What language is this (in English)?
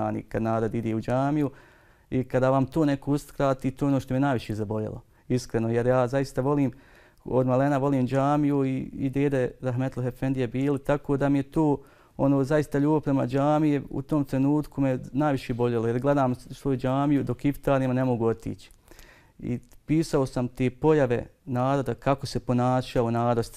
Bosnian